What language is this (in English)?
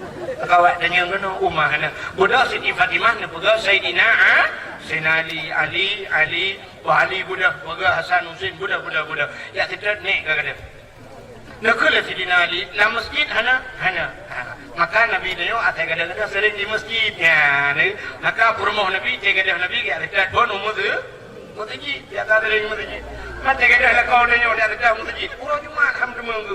Achinese